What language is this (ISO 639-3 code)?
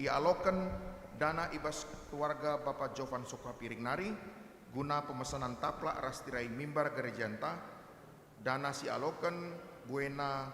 btx